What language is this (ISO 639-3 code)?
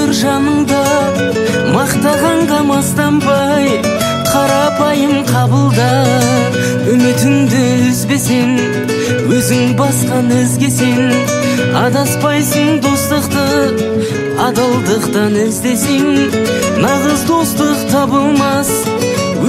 kaz